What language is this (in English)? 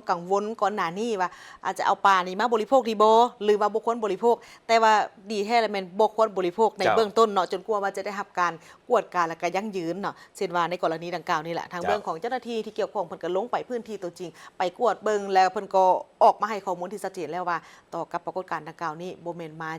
Lao